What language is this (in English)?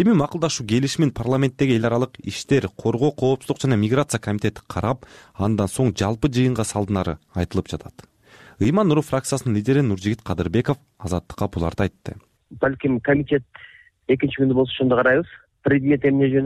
Kyrgyz